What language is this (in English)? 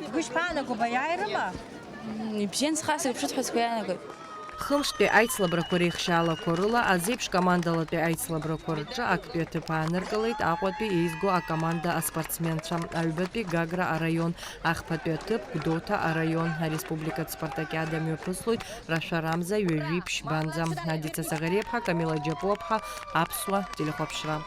Abkhazian